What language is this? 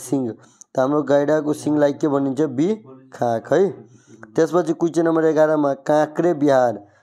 Nepali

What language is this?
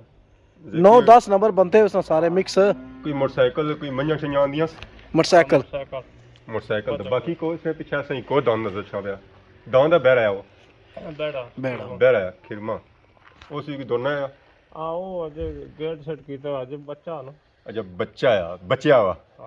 Pahari-Potwari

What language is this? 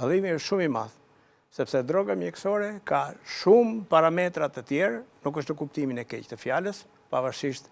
Albanian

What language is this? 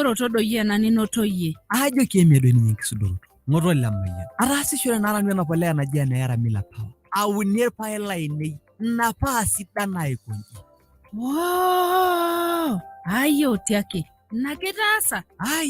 Masai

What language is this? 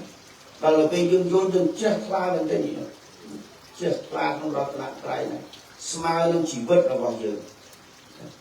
Khmer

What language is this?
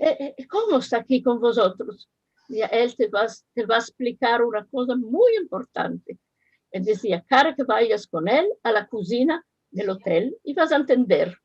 Ladino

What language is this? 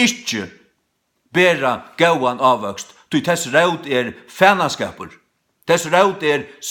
Faroese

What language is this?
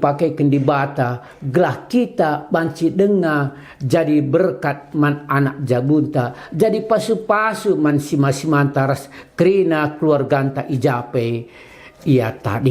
Batak Karo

